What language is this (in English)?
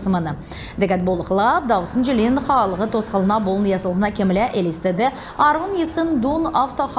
Kalmyk